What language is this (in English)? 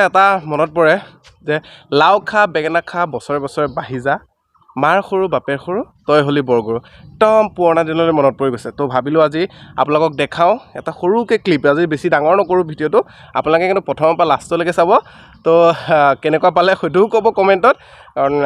Assamese